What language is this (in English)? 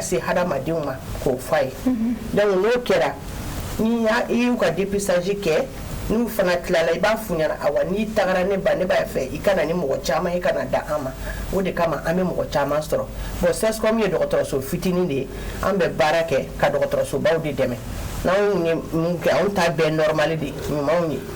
Bambara